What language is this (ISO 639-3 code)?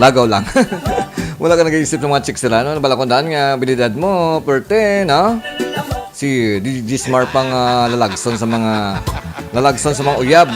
hil